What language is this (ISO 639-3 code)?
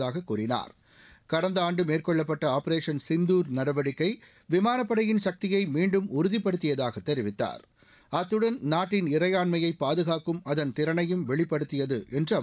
tam